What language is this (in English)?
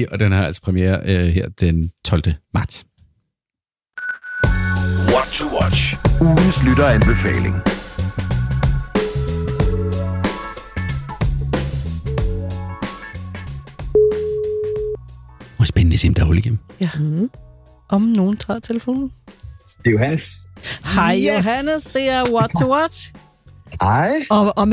Danish